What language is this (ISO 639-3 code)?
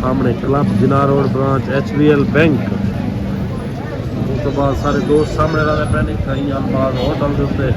skr